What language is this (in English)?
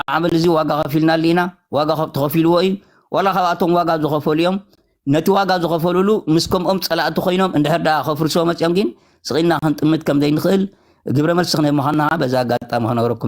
Tigrinya